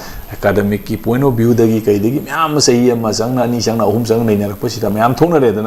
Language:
Manipuri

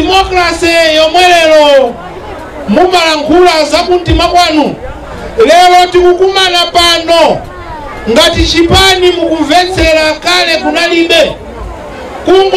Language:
Nyanja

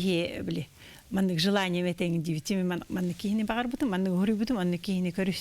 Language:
Yakut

